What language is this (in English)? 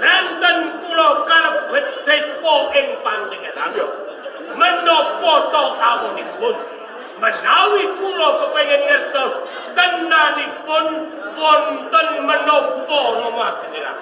Javanese